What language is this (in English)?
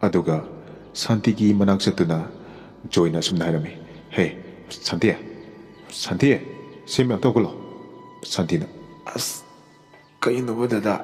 Manipuri